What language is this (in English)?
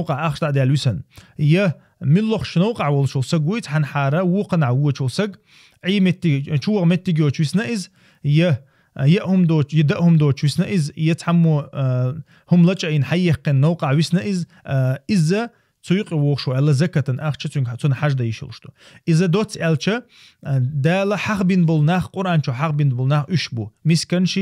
Chechen